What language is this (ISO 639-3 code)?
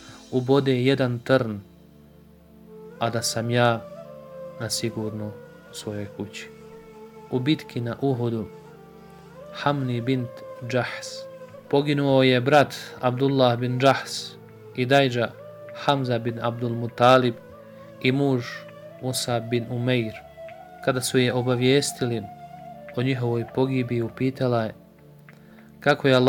bos